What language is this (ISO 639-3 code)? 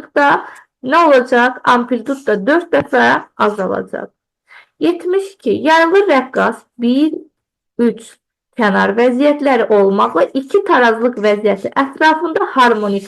aze